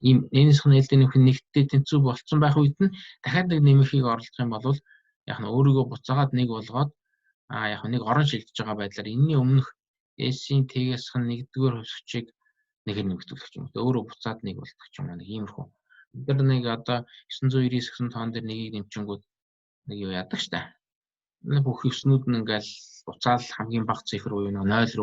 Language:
Mongolian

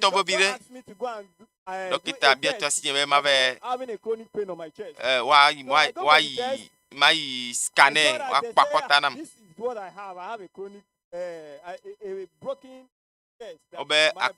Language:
Ewe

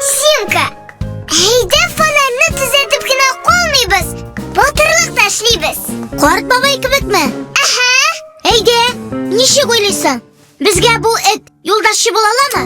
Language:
Tatar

